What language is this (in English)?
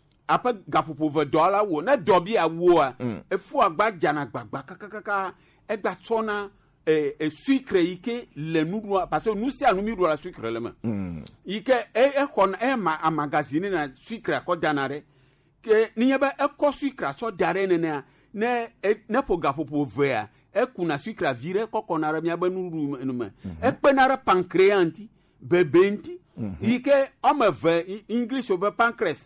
Gen